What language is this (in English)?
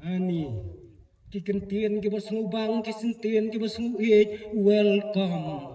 Khasi